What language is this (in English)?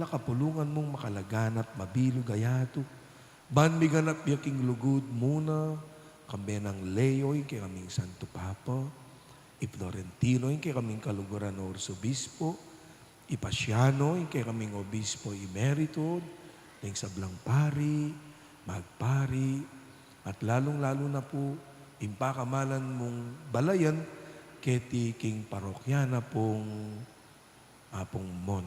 Pampanga